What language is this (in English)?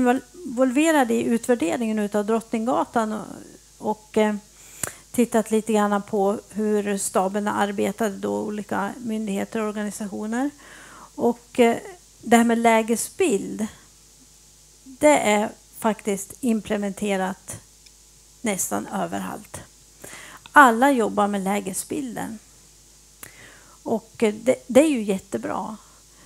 Swedish